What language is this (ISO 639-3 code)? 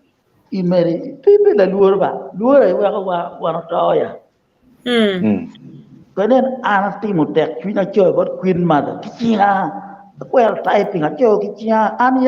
ach